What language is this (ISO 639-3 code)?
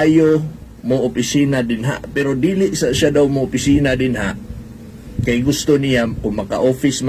ceb